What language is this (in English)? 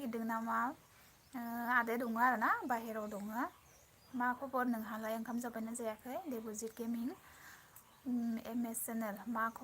Bodo